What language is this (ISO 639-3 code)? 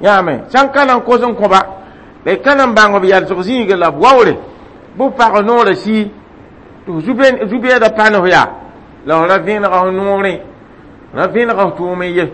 mos